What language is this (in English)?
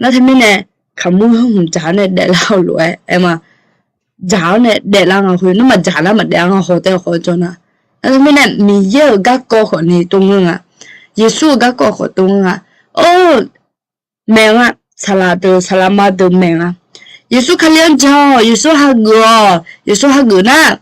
Akha